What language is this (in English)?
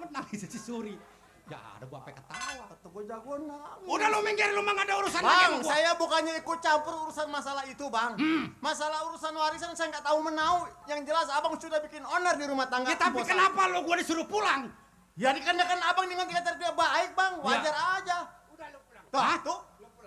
Betawi